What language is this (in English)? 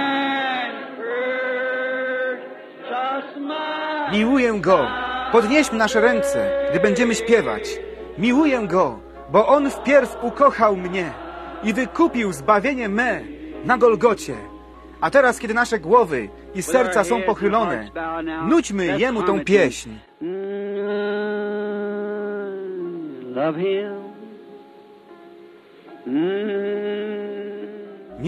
Polish